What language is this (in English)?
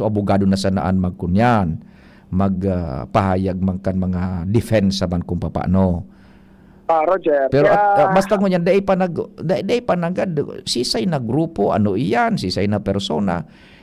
Bikol